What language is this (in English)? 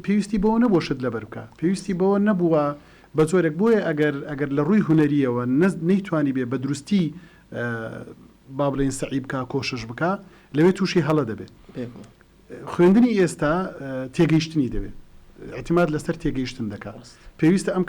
Central Kurdish